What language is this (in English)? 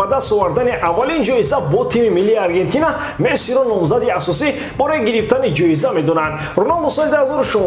Tajik